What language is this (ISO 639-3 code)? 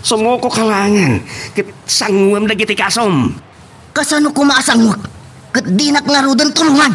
ilo